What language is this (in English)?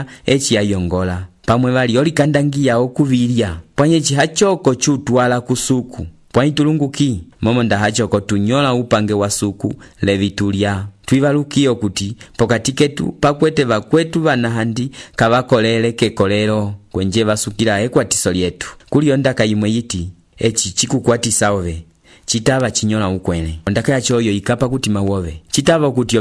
Umbundu